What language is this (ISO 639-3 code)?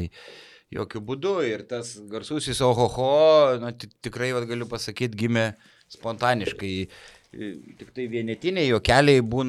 lit